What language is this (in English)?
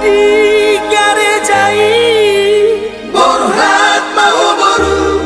Batak Toba